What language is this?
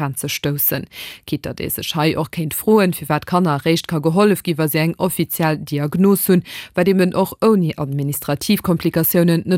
Luxembourgish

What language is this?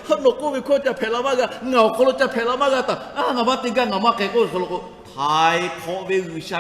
Lahu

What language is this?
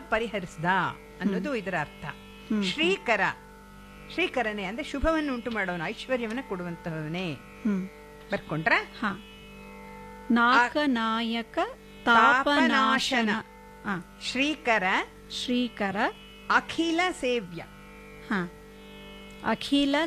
Kannada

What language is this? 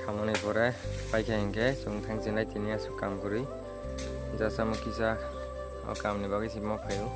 Kok Borok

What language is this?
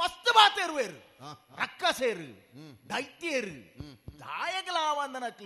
Tulu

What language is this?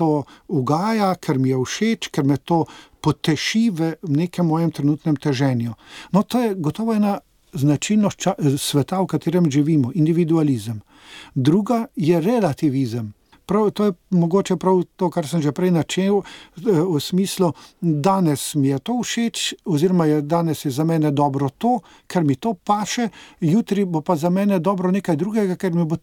Slovenian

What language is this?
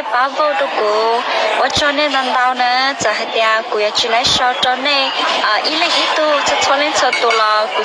Hmong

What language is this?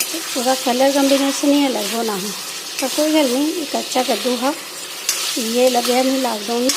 Dogri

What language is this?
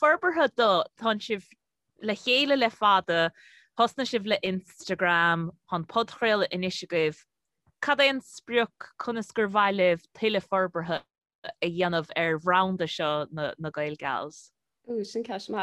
Irish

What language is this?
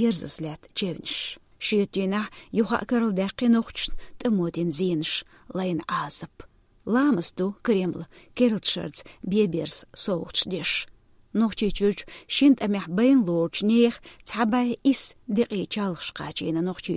Chechen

